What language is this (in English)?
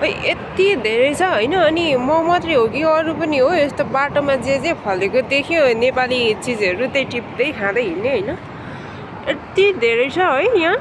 Nepali